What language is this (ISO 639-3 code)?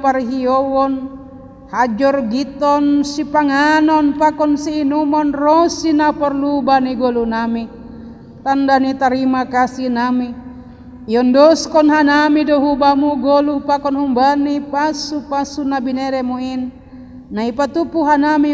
bts